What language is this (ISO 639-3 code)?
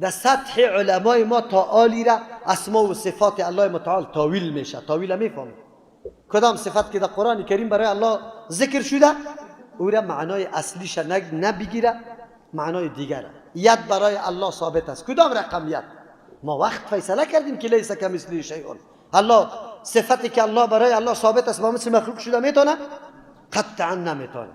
fas